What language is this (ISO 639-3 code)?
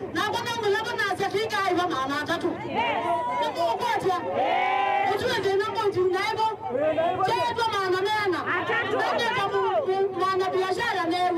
kam